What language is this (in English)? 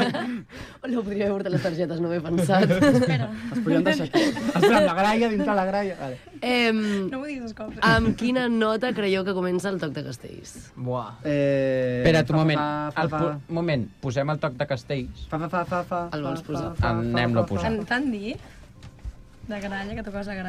Catalan